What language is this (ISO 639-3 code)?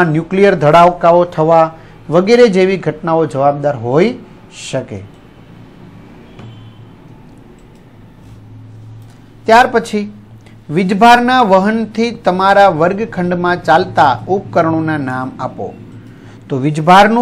guj